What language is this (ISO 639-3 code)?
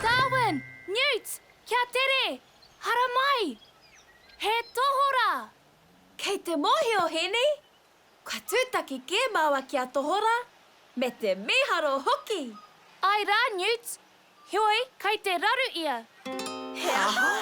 mri